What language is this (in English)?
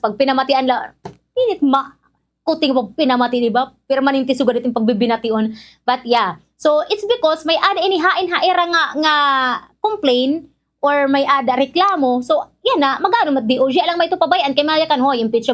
Waray